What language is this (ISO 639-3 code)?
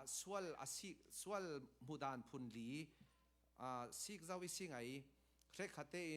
cfm